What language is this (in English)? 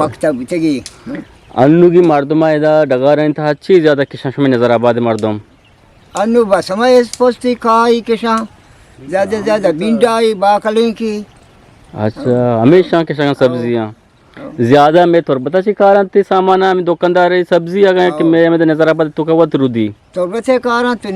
Eastern Balochi